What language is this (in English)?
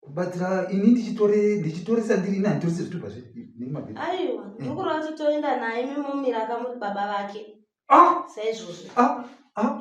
Shona